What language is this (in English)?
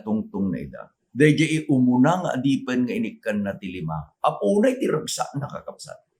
Iloko